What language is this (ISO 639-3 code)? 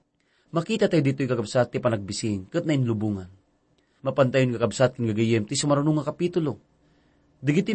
ilo